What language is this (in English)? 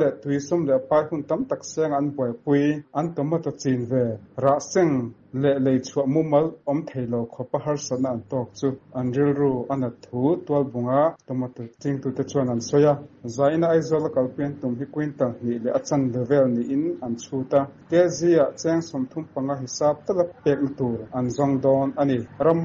Mizo